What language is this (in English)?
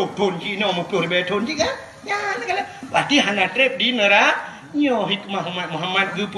Achinese